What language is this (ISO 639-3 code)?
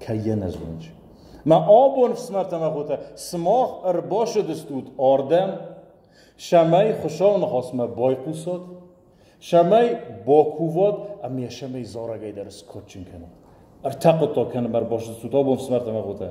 oss